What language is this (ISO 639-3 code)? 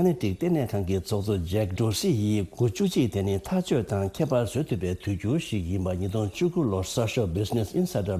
bod